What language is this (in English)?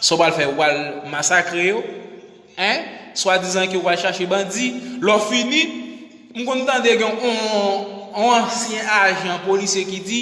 Haitian Creole